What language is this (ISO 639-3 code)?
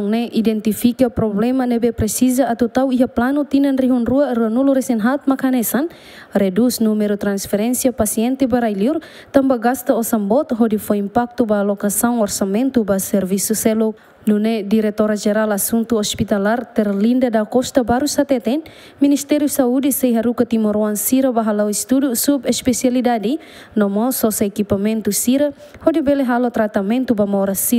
tet